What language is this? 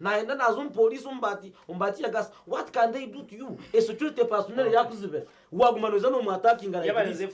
Nyankole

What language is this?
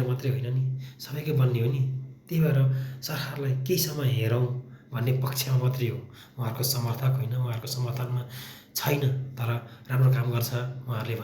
Nepali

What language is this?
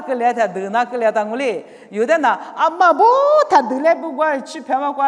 Lisu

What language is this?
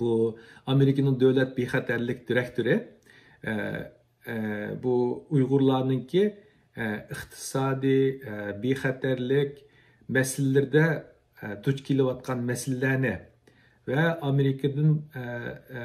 Uyghur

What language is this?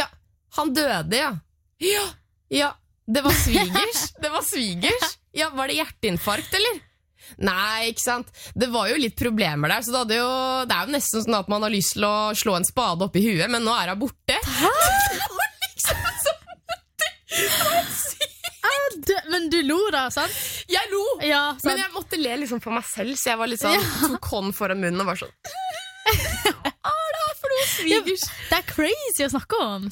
Norwegian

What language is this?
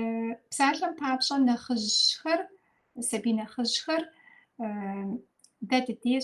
Kabardian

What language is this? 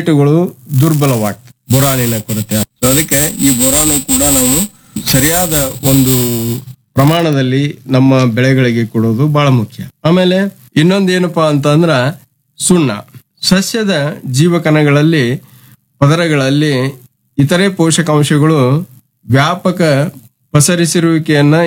Kannada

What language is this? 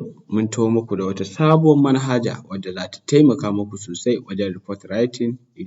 Hausa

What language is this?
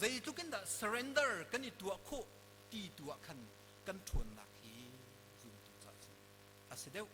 Hakha Chin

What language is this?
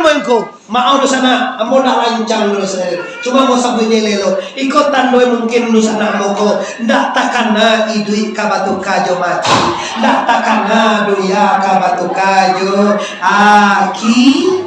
Minangkabau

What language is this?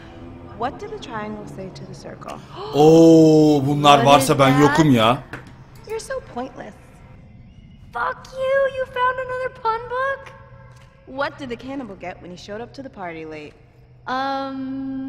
Turkish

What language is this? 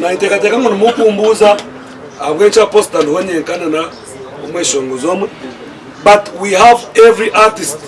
Nyankole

